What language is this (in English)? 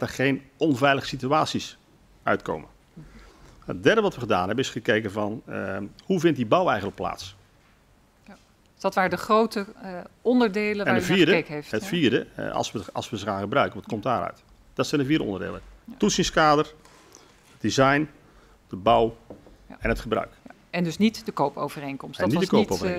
Dutch